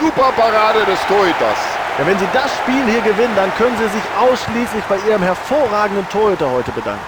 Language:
Bavarian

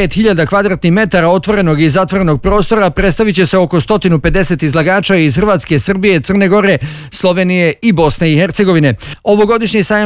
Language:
Bosnian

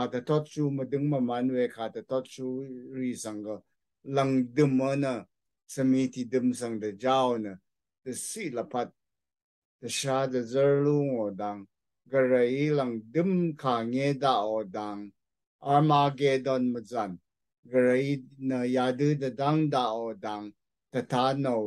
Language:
Rawang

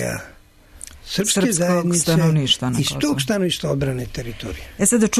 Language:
Serbian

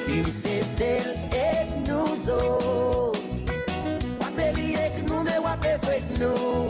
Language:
Seselwa Creole French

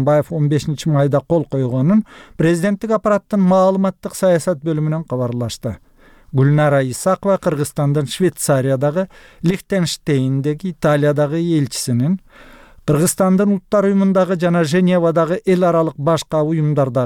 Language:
Kyrgyz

